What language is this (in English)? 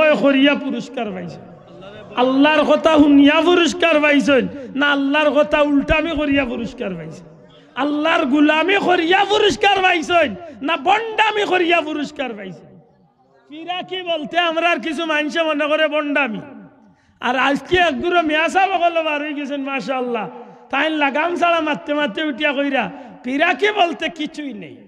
Sylheti